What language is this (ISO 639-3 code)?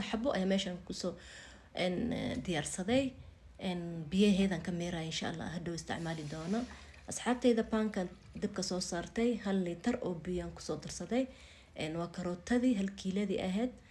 som